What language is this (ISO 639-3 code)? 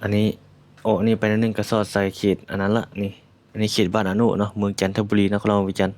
lao